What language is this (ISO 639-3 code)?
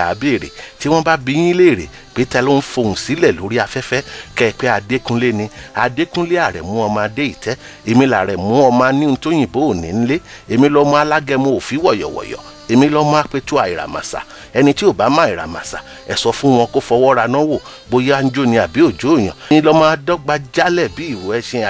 yor